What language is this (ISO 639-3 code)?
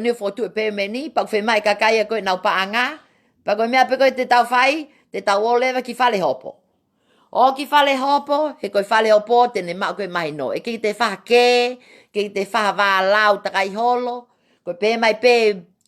ton